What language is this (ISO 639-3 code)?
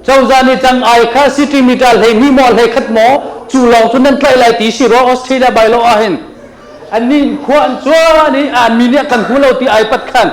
cnh